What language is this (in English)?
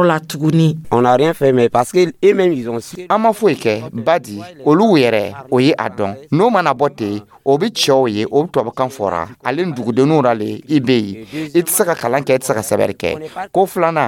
Dyula